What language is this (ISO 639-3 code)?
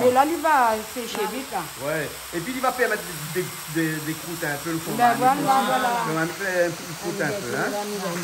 rcf